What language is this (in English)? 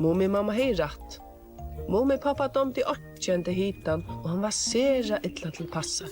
Faroese